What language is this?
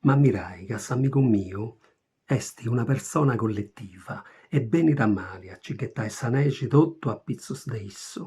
Sardinian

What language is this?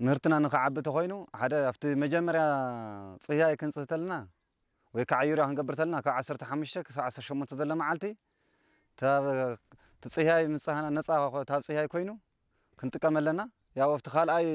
Tigrinya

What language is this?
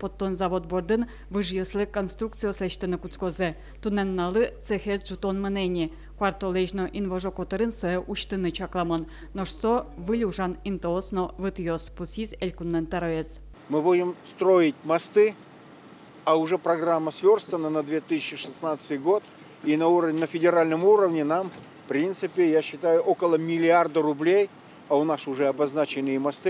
Udmurt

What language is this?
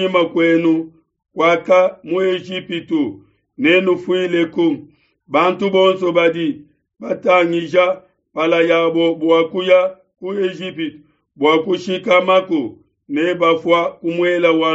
Luba-Lulua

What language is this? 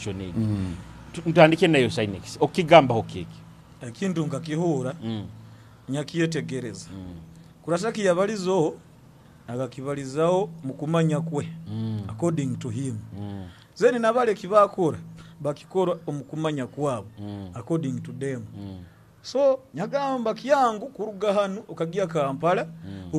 Nyoro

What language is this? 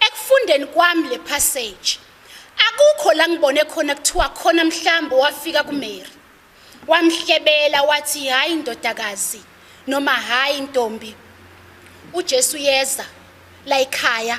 Zulu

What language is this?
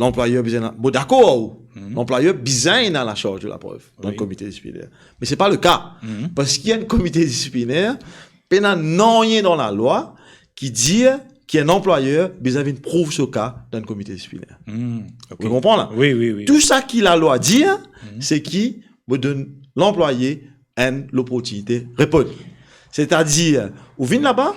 Morisyen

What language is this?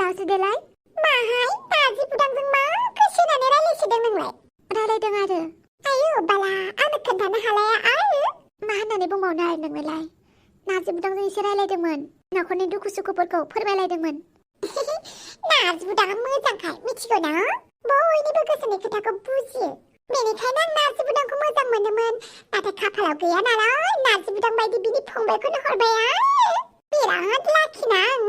Bodo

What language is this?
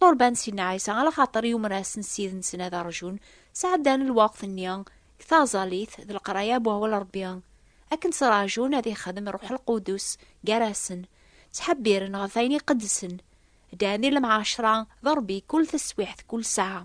Kabyle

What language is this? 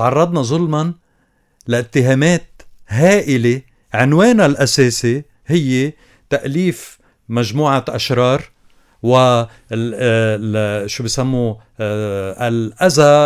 North Levantine Arabic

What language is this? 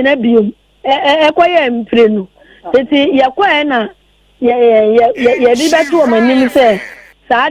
Akan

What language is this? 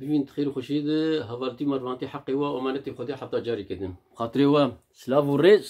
Kurdish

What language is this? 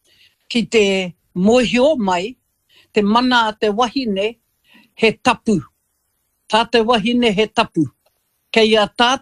Māori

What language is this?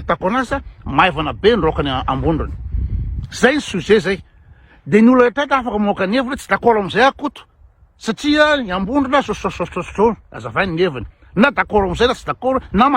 Malagasy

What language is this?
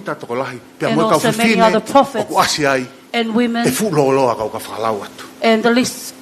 Tongan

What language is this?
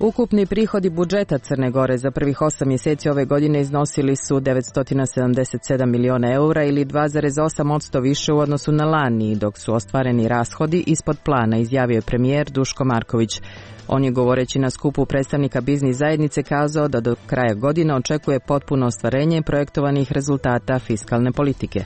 Croatian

